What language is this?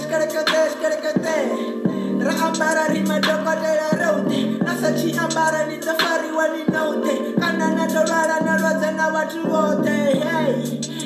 Venda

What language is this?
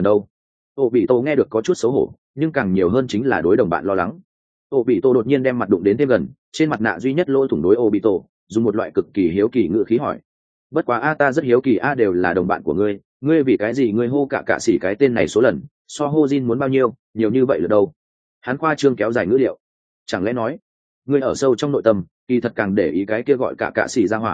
Vietnamese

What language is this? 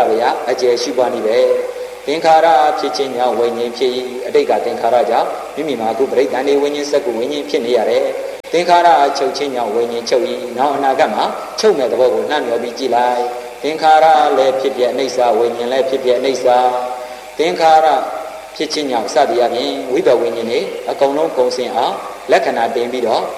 Burmese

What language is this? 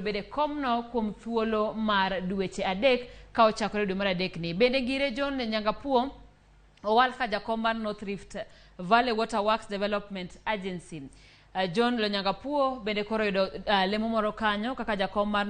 Luo (Kenya and Tanzania)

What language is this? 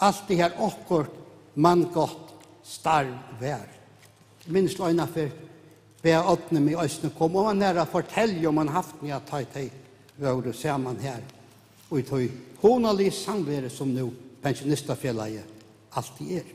Faroese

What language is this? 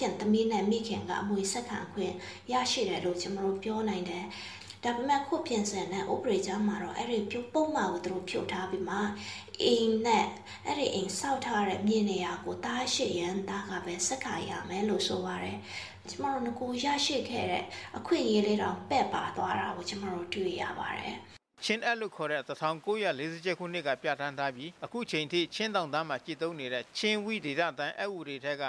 Burmese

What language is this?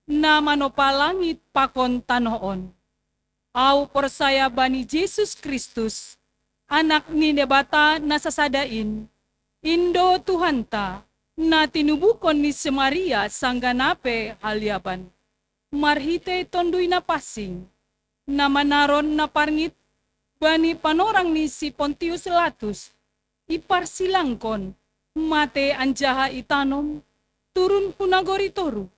Batak Simalungun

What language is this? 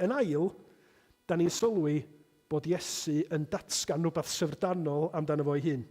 Welsh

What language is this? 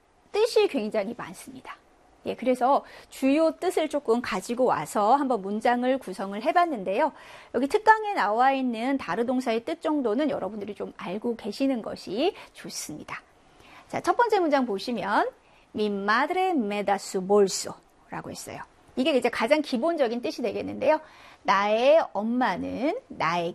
Korean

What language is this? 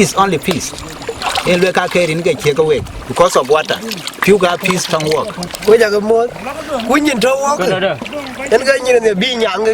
Dinka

